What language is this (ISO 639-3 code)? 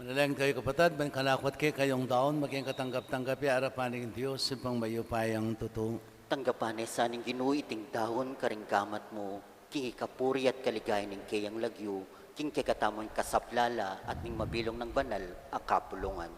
pam